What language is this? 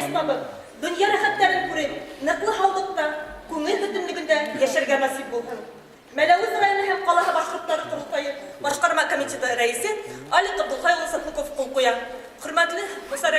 Bashkir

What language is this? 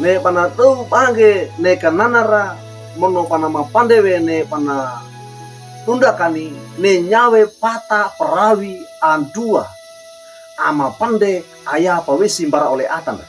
Wejewa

